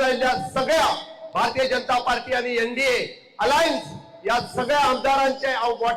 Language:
Konkani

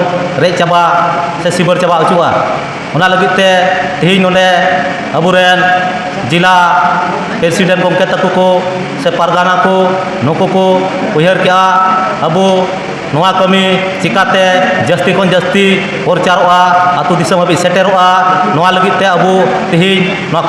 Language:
Santali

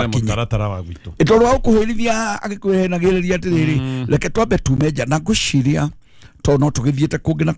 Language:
Kikuyu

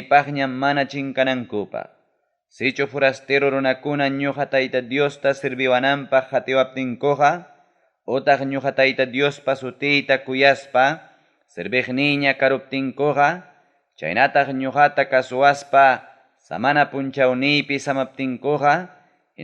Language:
Ayacucho Quechua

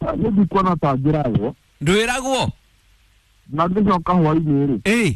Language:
Kikuyu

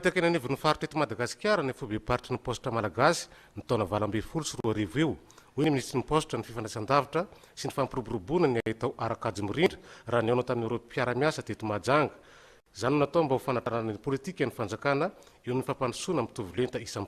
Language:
Malagasy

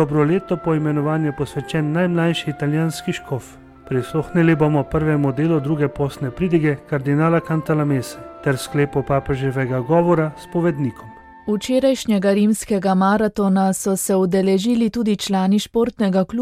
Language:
Slovenian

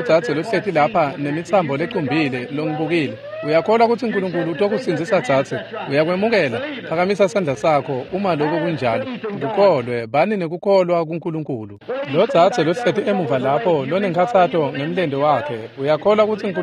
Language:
Swati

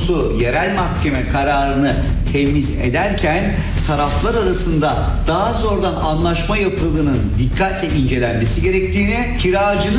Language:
Turkish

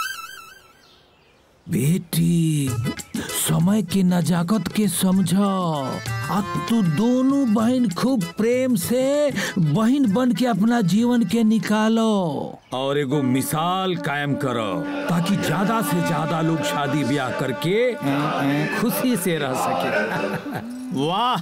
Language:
Bhojpuri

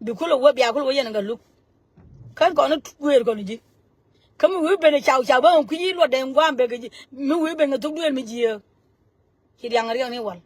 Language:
Nuer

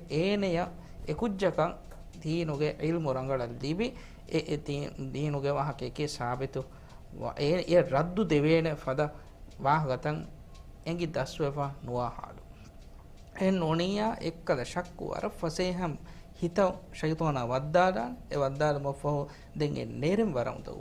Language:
Divehi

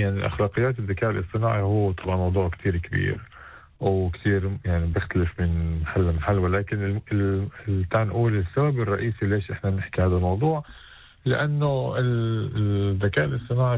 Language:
North Levantine Arabic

